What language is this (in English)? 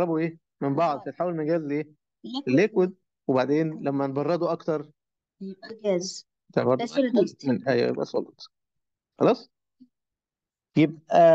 Egyptian Arabic